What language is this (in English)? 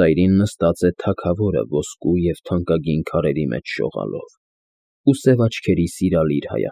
Armenian